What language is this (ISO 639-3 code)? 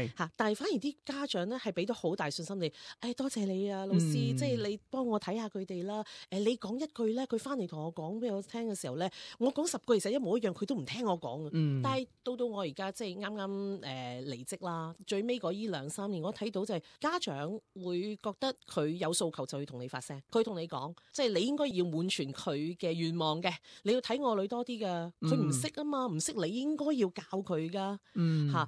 yue